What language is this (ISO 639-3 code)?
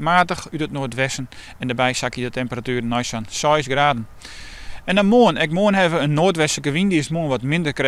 fry